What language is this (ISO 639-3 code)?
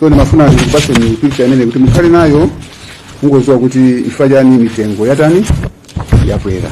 nya